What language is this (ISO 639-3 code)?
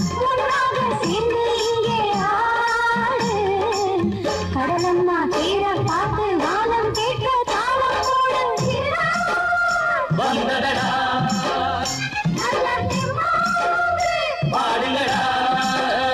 tam